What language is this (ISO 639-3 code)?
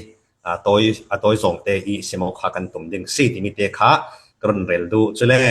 cfm